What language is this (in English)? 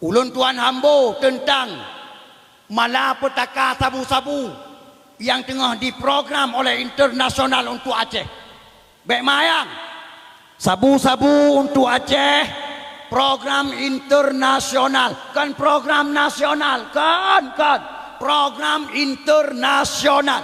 Achinese